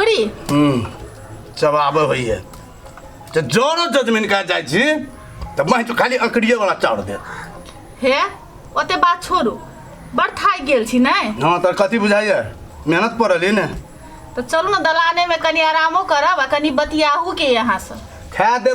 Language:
Maithili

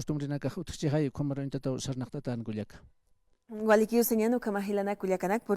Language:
Aymara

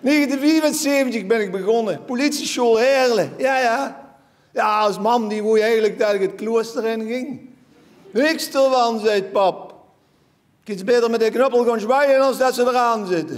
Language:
Limburgish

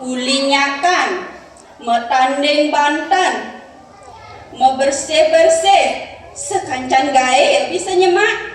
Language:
Balinese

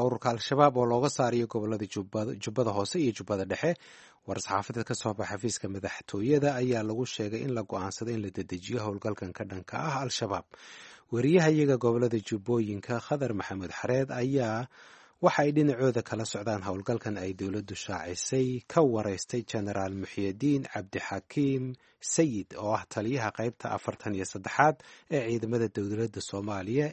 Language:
Somali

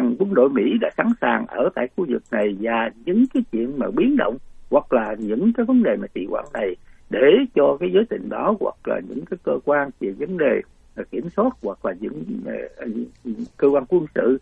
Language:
Vietnamese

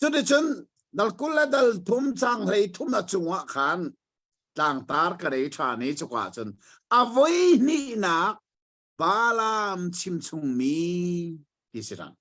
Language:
Hakha Chin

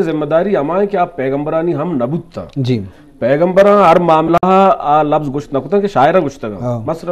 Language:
Eastern Balochi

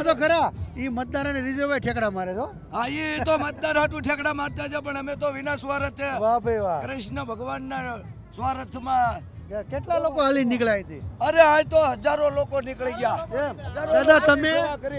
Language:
Gujarati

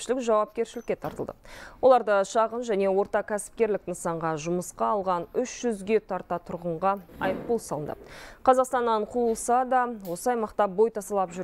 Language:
Kazakh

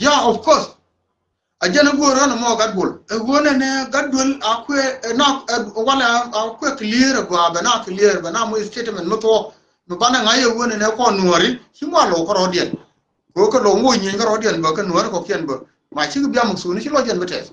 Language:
Nuer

